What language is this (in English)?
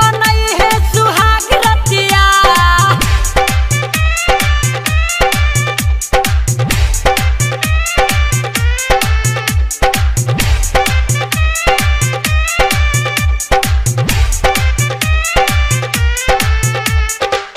Bhojpuri